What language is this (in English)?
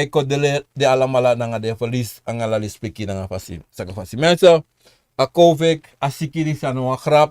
Sranan Tongo